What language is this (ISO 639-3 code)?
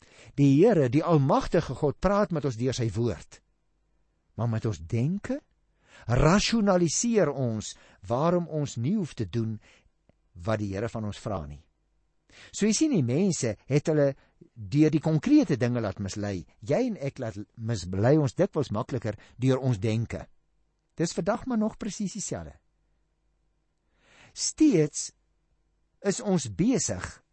afr